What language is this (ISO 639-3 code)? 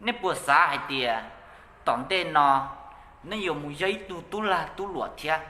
hmn